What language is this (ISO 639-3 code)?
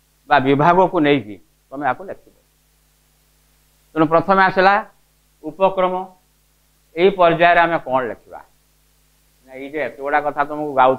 ori